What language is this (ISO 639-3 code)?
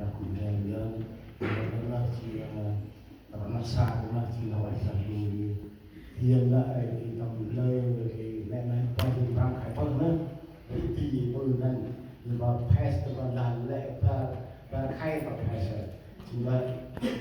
cmo